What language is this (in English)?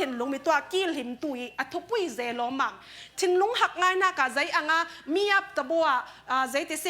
Falam Chin